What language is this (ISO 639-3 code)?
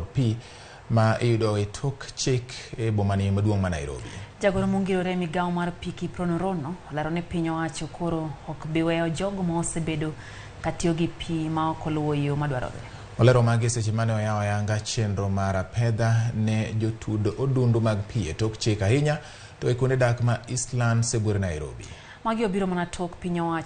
luo